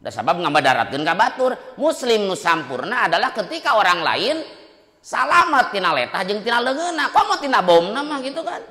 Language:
Sundanese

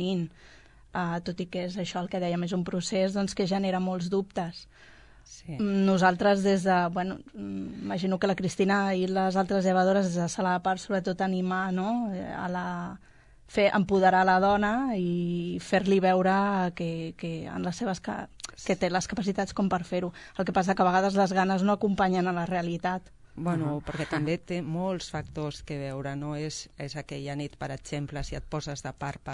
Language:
Catalan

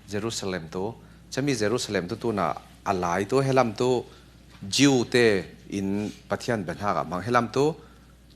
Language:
Falam Chin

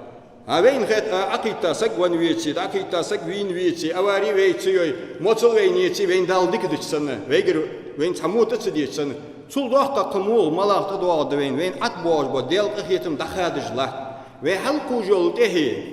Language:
Ingush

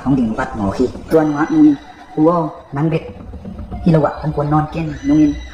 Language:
Tedim Chin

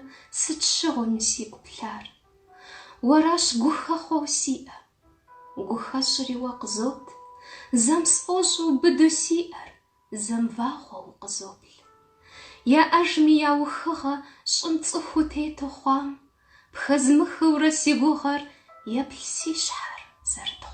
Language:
Kabardian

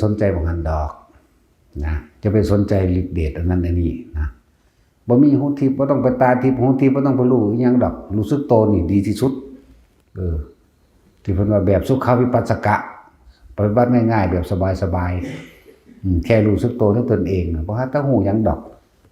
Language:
Northeastern Thai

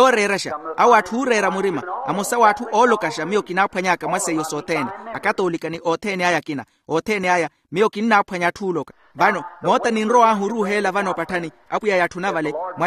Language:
Makhuwa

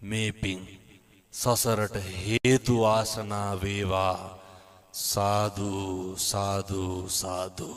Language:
Sinhala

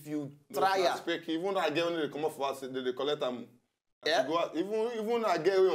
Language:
Nigerian Pidgin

